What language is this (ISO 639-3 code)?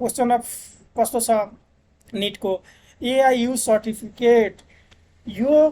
nep